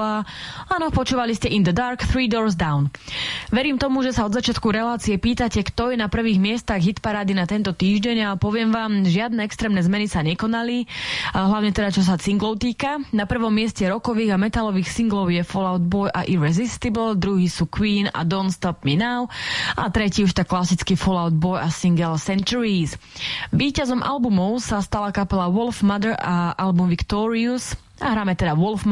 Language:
Slovak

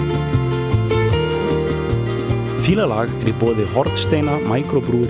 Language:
Icelandic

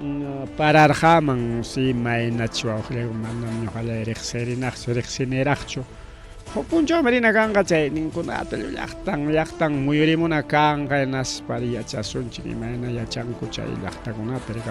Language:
Ayacucho Quechua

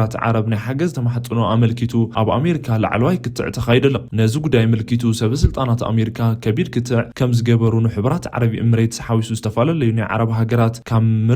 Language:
Tigrinya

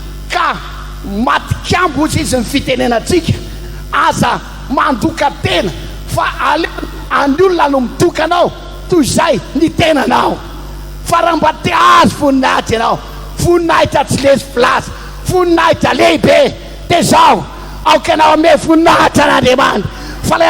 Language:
Malagasy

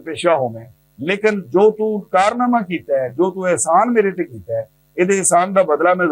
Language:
Western Panjabi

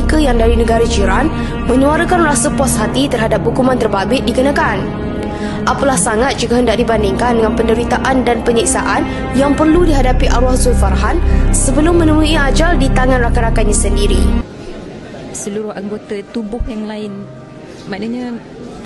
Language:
Malay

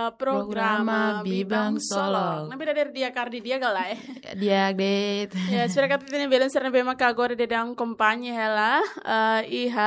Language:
Tetum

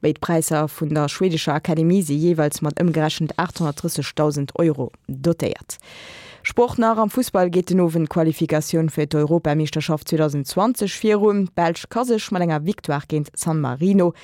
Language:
Luxembourgish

